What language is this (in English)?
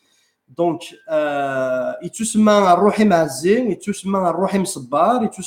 Kabyle